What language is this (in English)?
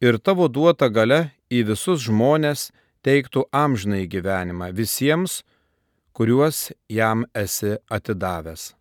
Lithuanian